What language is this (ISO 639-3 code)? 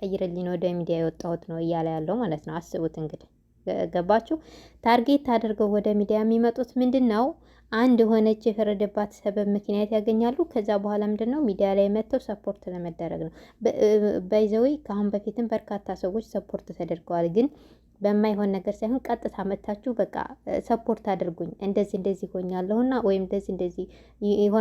amh